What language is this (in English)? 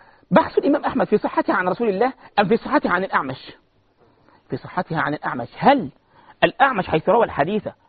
Arabic